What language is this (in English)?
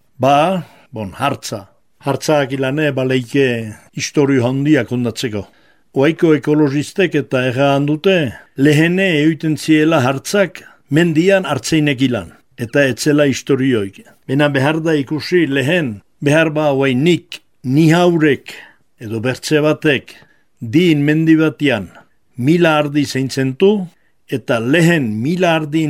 Basque